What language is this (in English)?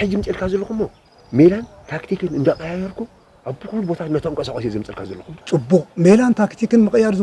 Tigrinya